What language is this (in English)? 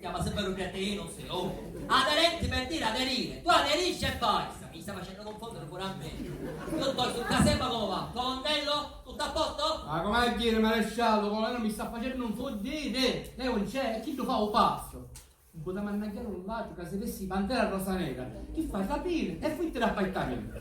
Sicilian